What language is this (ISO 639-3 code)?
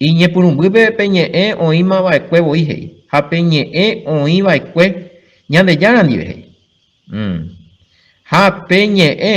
grn